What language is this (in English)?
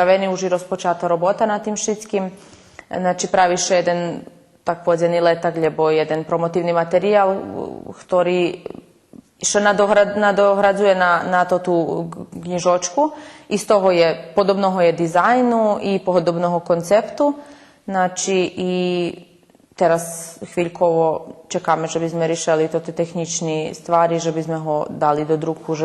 Rusyn